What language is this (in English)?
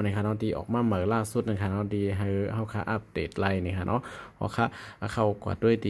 Shan